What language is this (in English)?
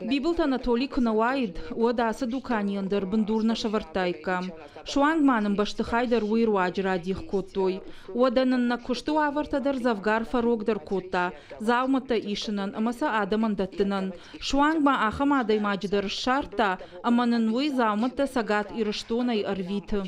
Ossetic